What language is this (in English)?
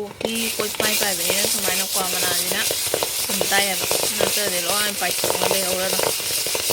Manipuri